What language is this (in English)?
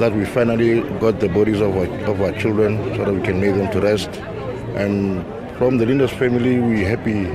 Venda